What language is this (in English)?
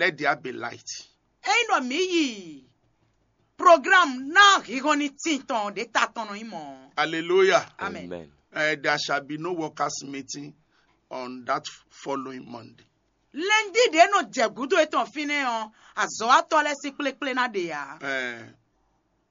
Fon